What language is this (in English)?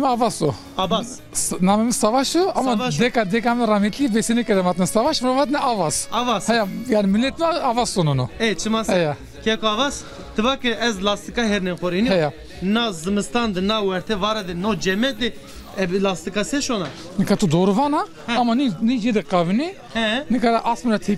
Zaza